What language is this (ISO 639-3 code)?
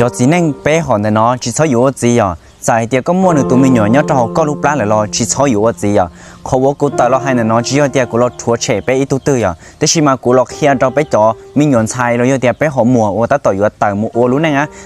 hmn